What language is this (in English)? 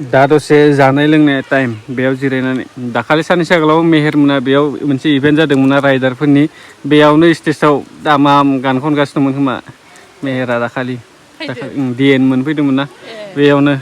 Bodo